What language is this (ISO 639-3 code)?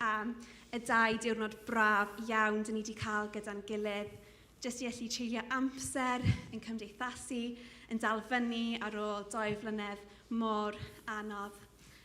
cym